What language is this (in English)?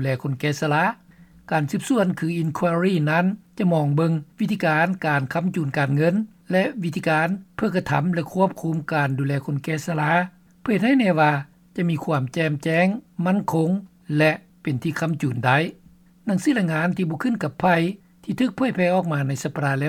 Lao